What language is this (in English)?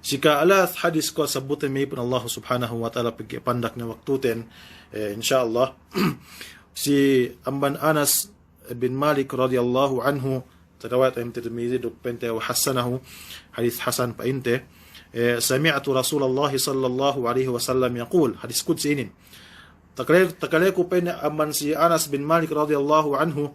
Yakan